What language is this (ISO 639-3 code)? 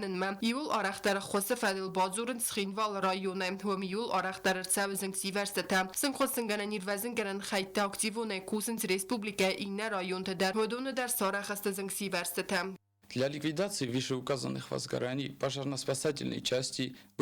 oss